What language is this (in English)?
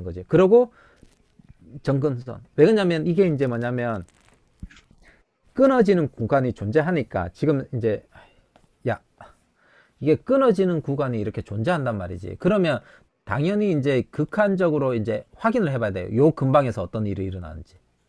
Korean